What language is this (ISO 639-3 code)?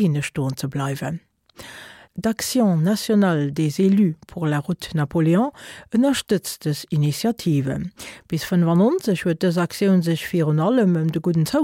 ltz